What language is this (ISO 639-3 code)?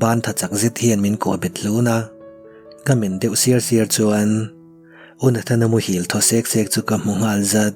lus